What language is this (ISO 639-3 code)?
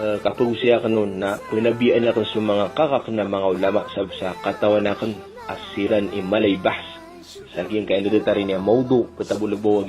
mrw